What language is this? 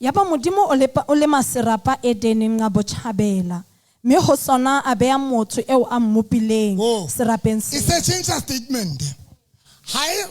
Southern Sotho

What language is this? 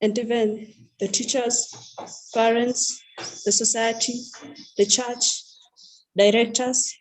Kalenjin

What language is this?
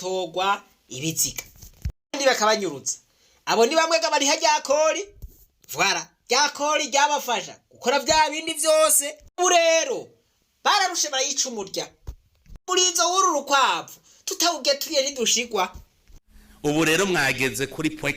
Rundi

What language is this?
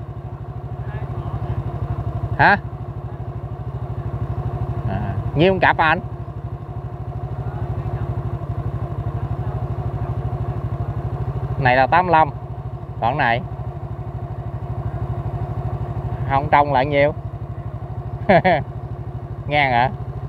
Vietnamese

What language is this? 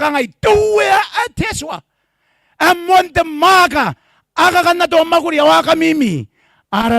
Gilbertese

